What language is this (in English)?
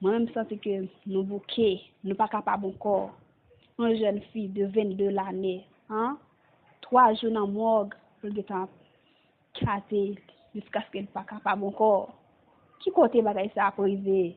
Haitian Creole